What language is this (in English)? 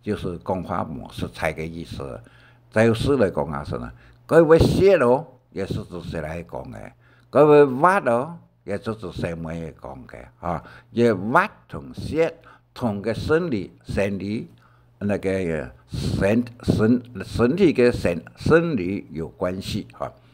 Hakka Chinese